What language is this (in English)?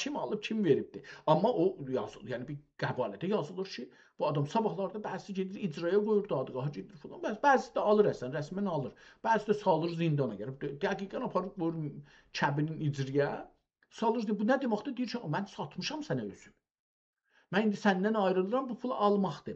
South Azerbaijani